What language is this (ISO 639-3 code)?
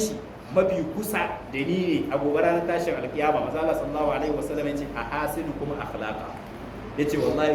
hau